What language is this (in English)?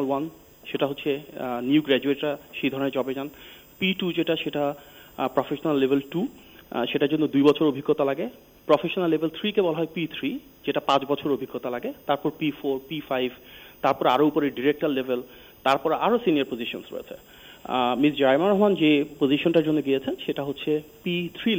Bangla